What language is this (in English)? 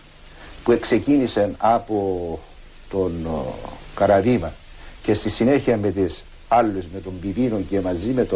Greek